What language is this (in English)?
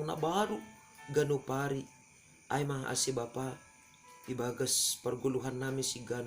Batak Simalungun